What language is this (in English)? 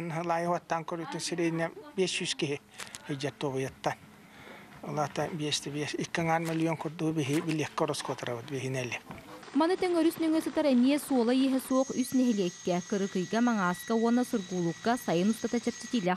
Yakut